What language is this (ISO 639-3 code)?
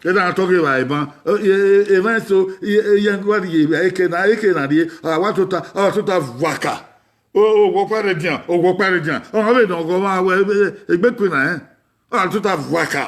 bin